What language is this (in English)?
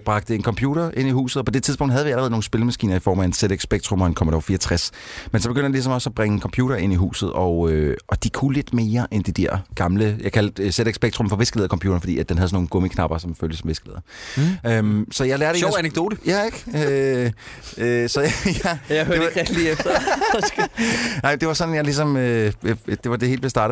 Danish